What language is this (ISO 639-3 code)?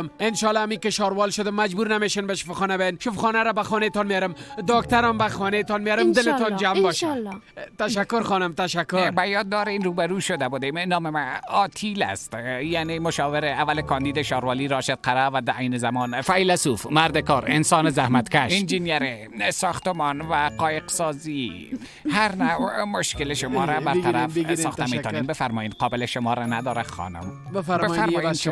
fas